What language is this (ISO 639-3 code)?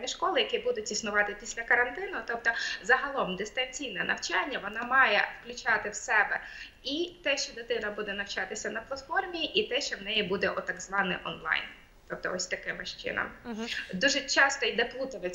ukr